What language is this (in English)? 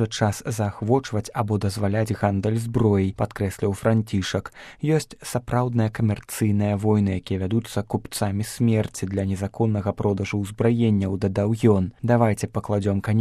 Belarusian